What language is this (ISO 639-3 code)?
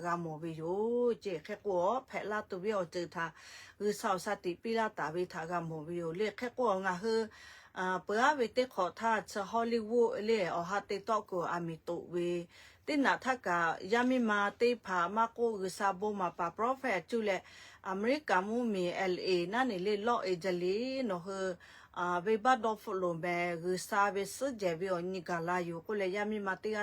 lhu